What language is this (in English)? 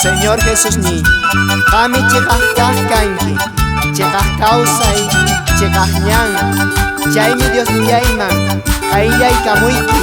Quechua